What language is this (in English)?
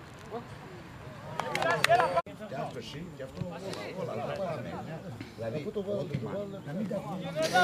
Greek